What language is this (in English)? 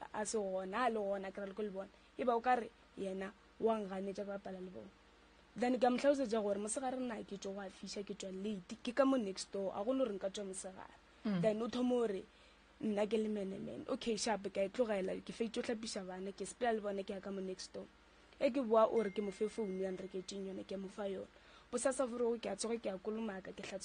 Northern Sotho